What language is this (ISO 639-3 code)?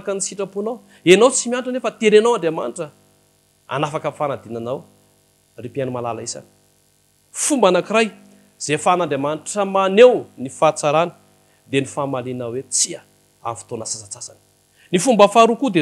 mlg